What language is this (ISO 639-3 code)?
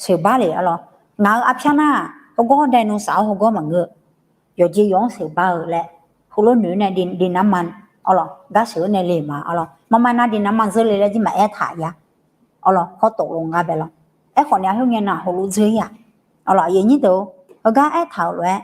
ahk